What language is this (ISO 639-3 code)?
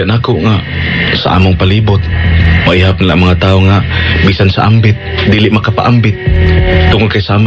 ceb